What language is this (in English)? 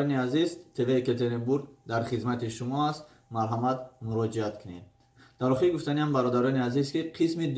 Tajik